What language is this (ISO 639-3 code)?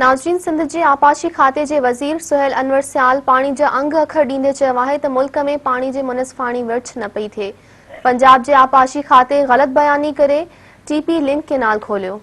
snd